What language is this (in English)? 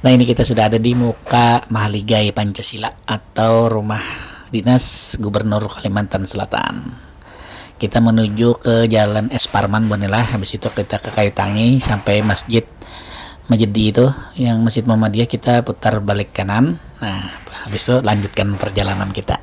Banjar